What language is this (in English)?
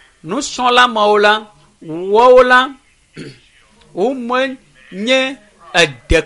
Ewe